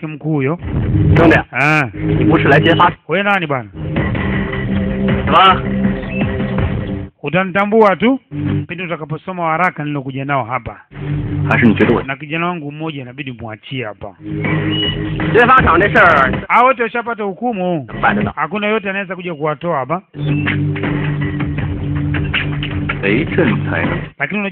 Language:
Swahili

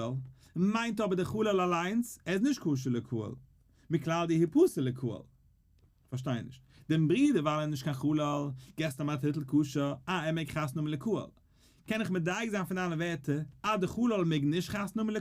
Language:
Yiddish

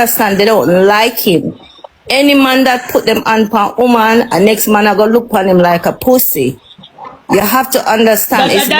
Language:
Jamaican Creole English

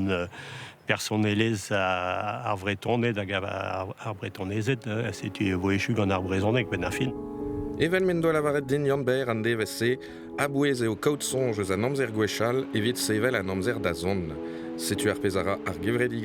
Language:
Breton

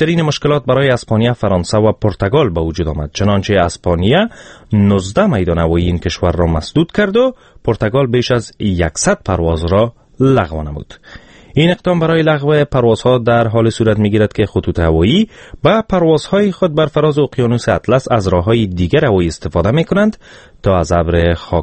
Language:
Persian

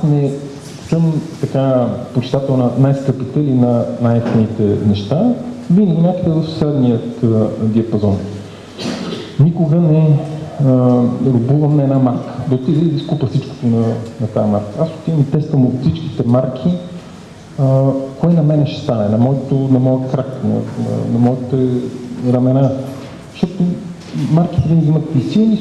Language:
Bulgarian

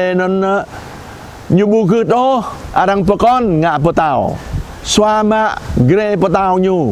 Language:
Jarai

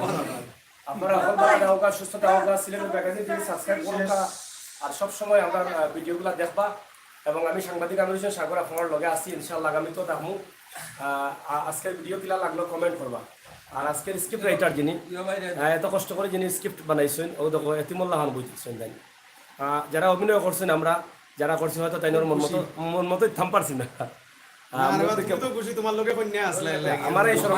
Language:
Sylheti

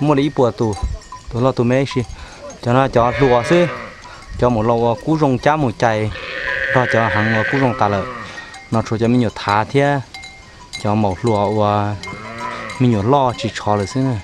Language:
Hmong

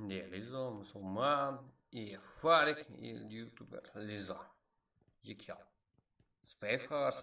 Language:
Kara-Kalpak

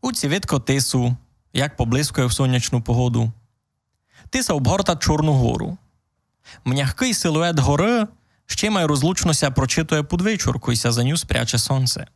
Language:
Rusyn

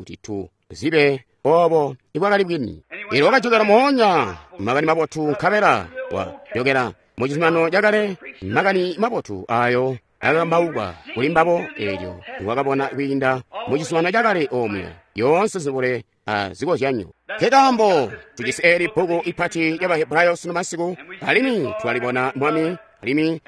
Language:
Tonga (Zambia)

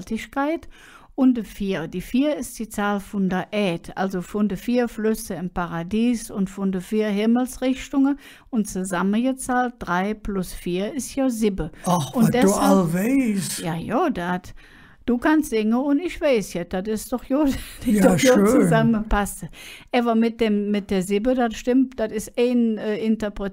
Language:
Colognian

